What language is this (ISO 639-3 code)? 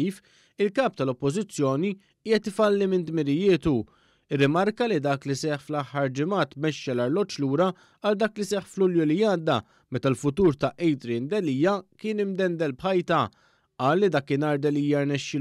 mlt